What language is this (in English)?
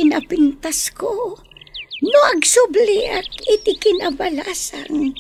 Iloko